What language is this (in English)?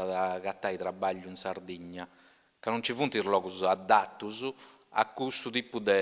Sardinian